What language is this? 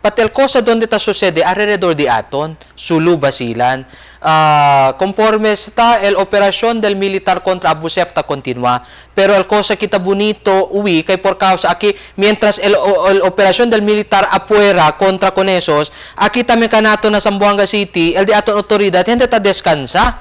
Chavacano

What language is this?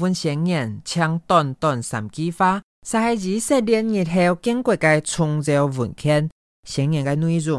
Hakka Chinese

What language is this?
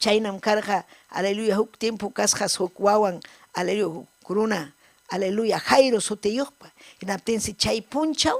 Ayacucho Quechua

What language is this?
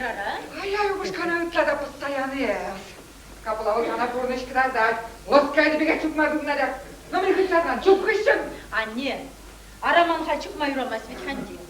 Chuvash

